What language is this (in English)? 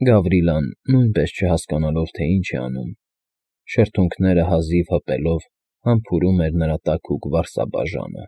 Armenian